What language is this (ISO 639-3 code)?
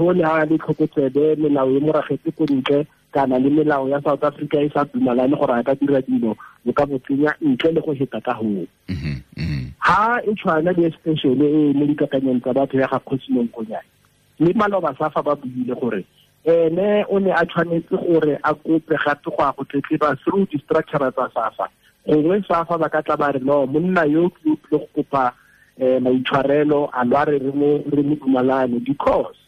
tsn